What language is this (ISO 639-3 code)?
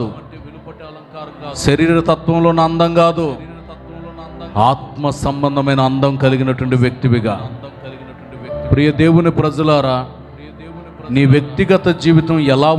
tel